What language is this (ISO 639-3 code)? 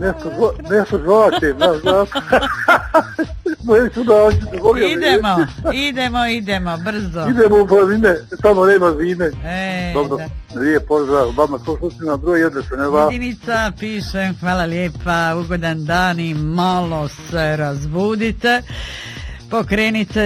bos